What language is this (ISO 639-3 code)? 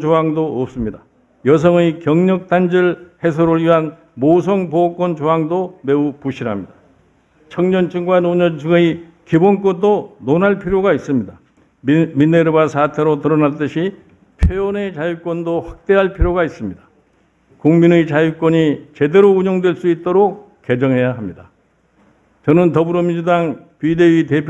kor